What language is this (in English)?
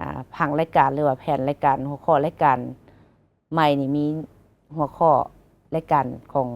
Lao